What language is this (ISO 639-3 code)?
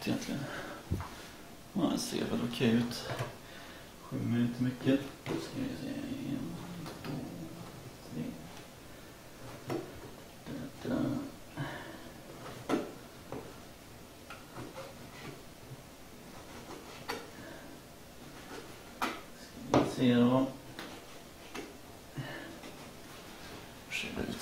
swe